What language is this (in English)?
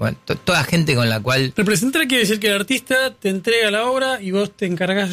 Spanish